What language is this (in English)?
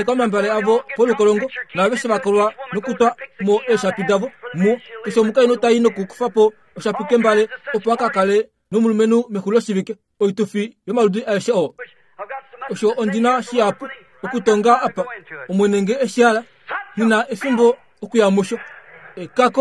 Kuanyama